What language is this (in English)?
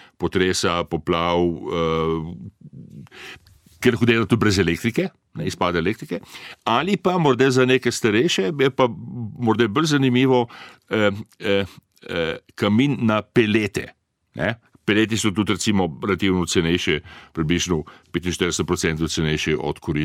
Slovenian